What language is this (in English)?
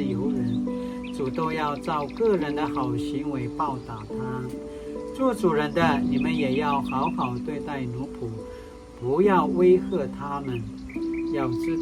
Paiwan